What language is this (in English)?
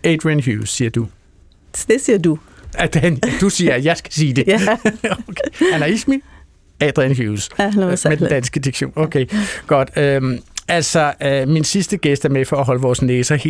Danish